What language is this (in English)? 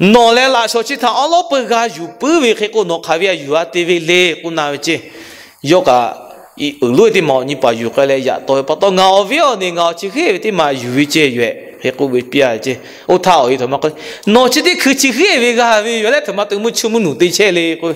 Lahu